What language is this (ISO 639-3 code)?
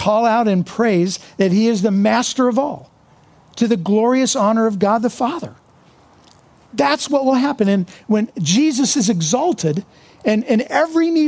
eng